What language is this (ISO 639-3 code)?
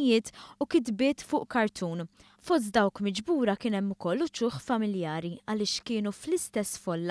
mlt